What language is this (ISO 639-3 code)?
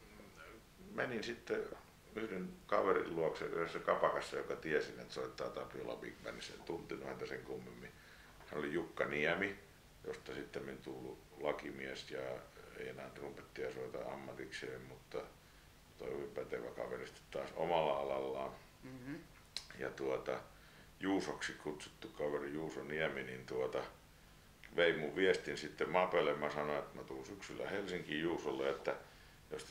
fin